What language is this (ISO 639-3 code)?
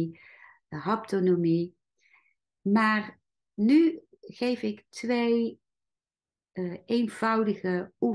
nld